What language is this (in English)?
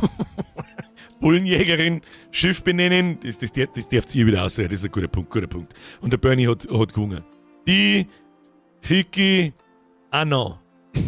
Bavarian